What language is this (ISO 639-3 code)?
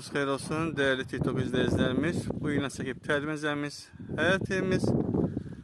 aze